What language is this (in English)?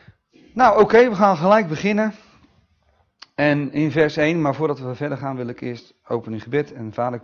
Dutch